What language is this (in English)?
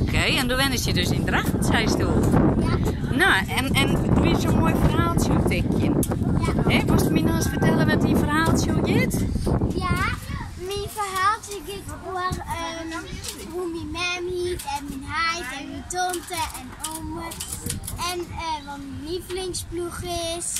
Western Frisian